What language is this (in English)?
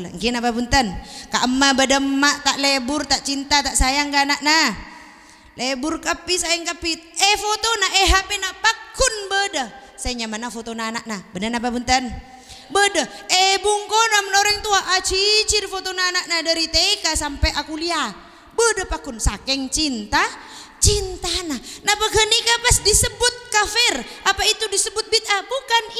Madurese